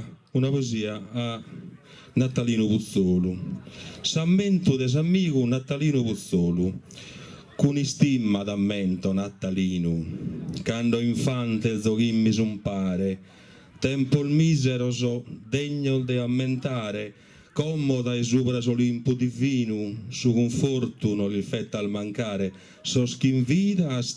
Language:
Sardinian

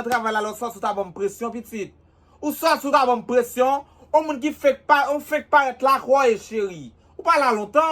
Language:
Haitian Creole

